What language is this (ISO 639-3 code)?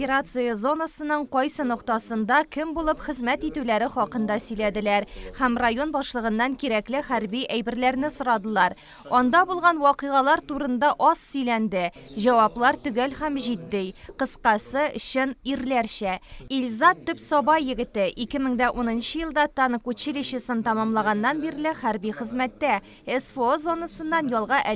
tat